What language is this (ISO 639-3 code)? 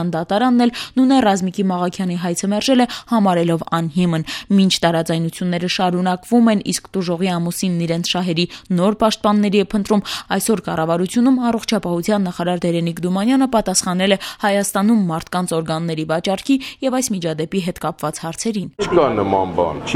hye